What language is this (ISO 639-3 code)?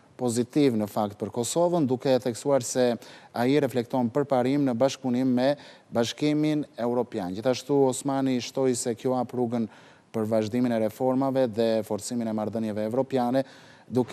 sqi